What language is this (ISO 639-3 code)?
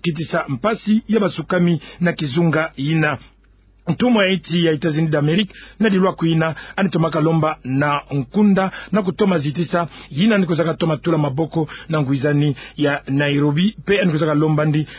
ktu